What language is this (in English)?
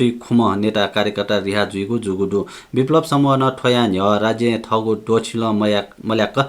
Newari